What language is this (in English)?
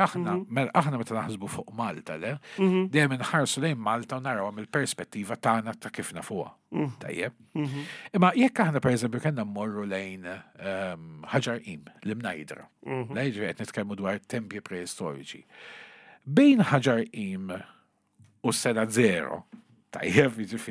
Maltese